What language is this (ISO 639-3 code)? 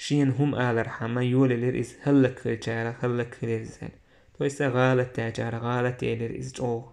che